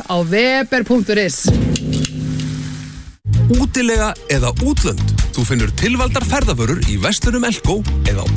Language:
Icelandic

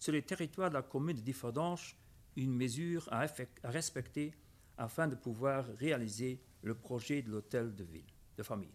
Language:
Luxembourgish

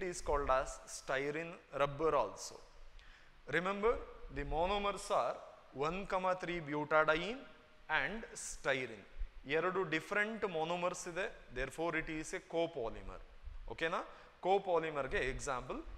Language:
Kannada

